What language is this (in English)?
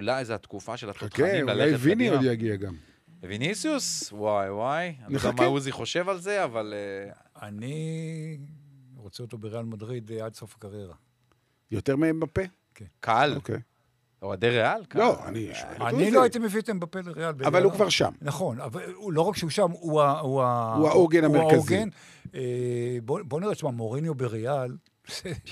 Hebrew